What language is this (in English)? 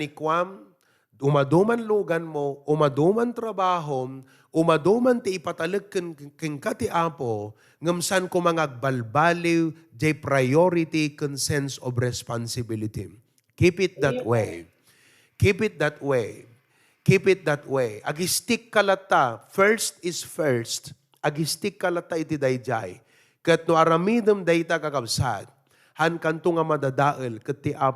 Iloko